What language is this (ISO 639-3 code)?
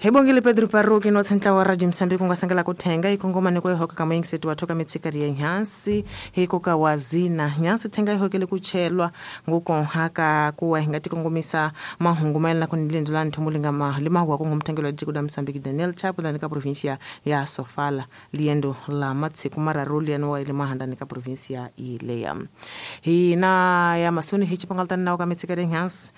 tso